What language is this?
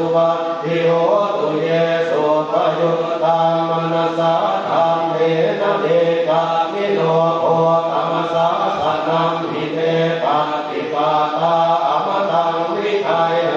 Pali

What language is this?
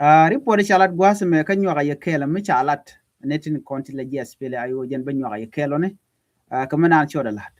Nuer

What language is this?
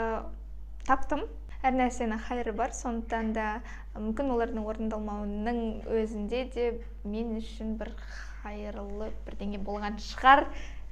Kazakh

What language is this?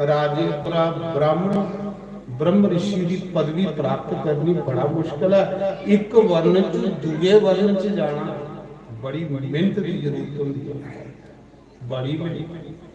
Dogri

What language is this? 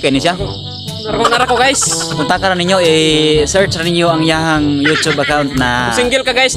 Cebuano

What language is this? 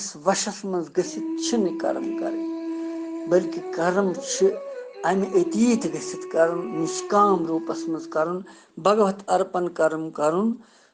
Kashmiri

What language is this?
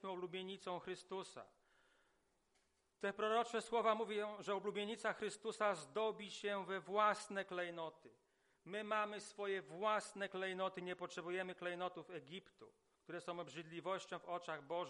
Polish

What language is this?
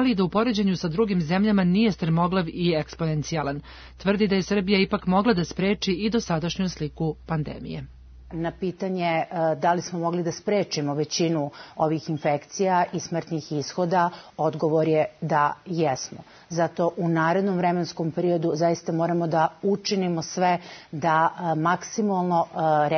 Serbian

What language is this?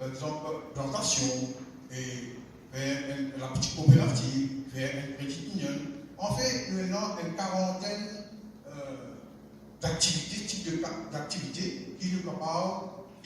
Morisyen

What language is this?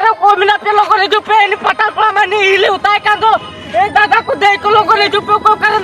Santali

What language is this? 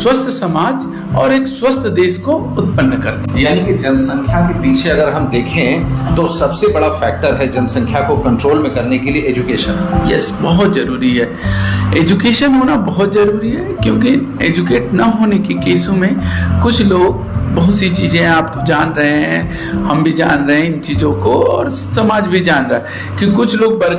Hindi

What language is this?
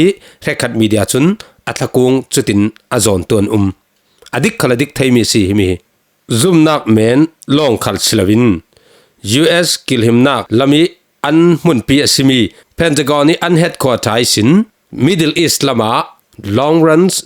Falam Chin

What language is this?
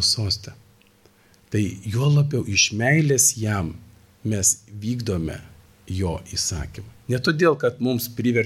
Lithuanian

